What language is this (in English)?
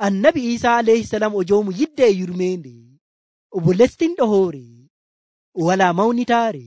Nigerian Fulfulde